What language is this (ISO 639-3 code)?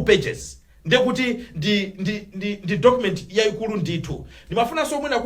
nya